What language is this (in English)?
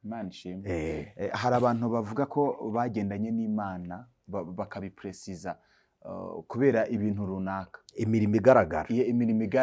Kinyarwanda